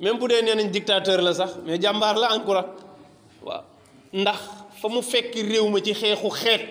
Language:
Wolof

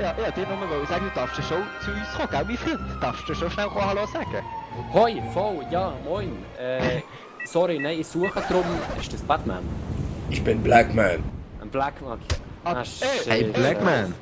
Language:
Swiss German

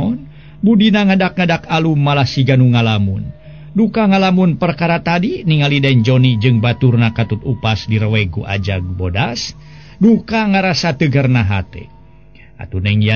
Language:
Sundanese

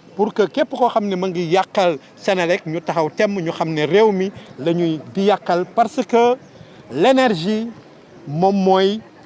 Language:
Wolof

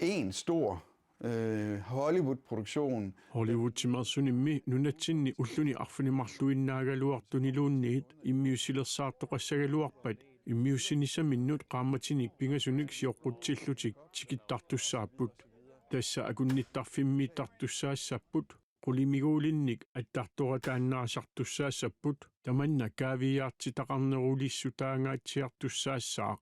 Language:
Kalaallisut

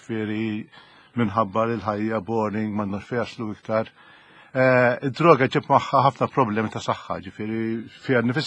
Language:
Maltese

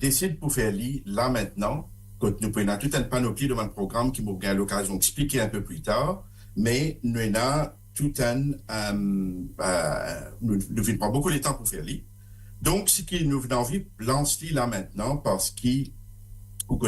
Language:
Morisyen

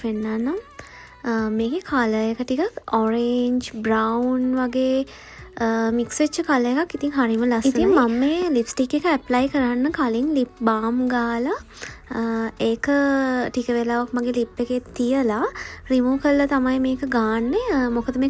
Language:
Sinhala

